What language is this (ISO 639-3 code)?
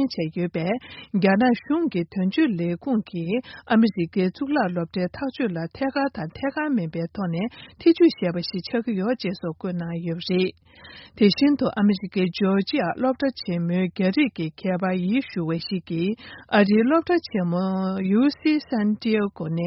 bod